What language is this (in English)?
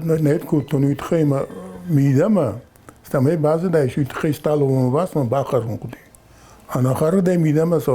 Ossetic